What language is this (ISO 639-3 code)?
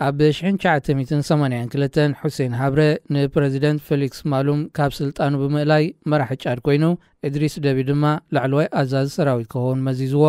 tir